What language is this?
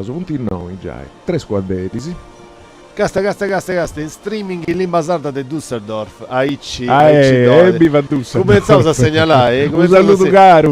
Sardinian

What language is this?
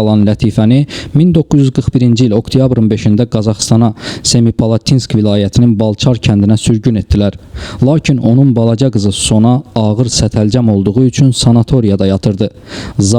Azerbaijani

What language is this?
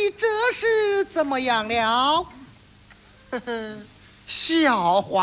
Chinese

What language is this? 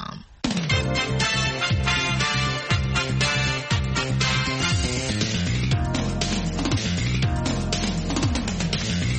Swahili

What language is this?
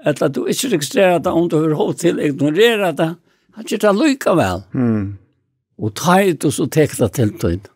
Faroese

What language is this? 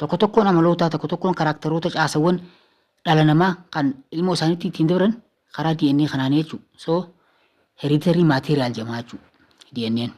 Oromo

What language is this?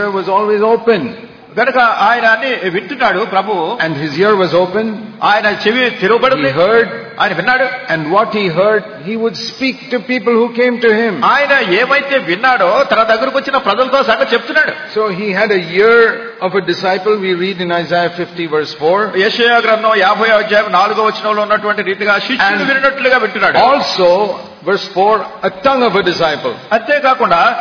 Telugu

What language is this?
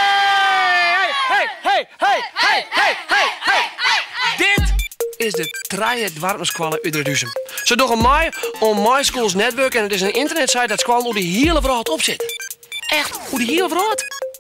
Western Frisian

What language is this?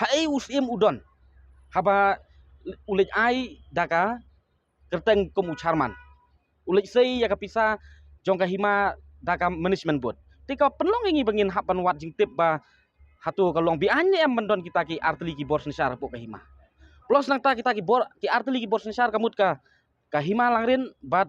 Khasi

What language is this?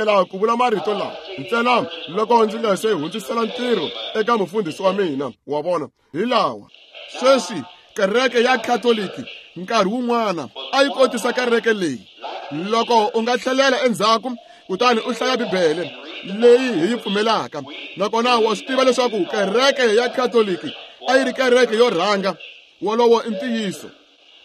Tsonga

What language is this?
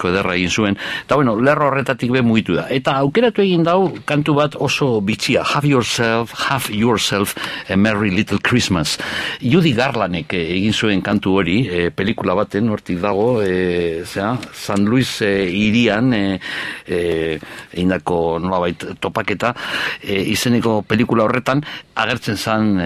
Basque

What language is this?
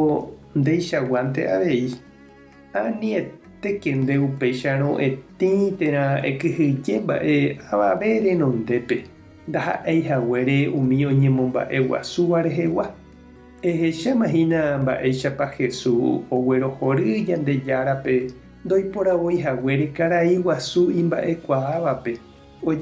Guarani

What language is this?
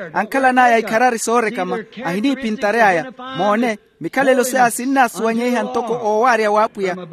Makhuwa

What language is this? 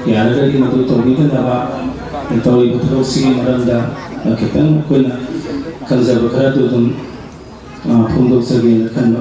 Manipuri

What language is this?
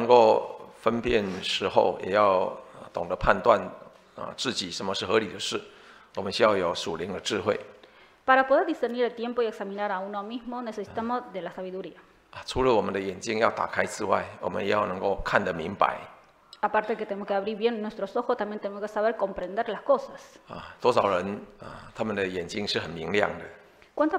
Chinese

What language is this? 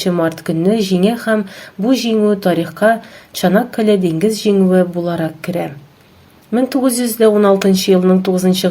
Tatar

